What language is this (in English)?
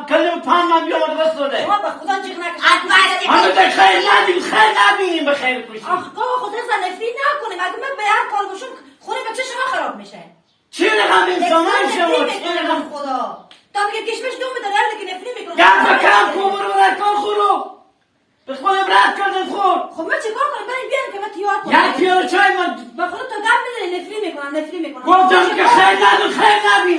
Persian